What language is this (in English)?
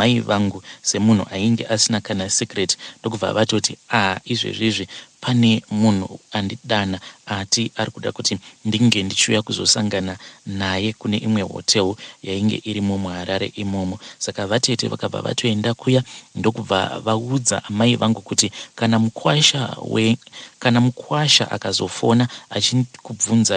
Shona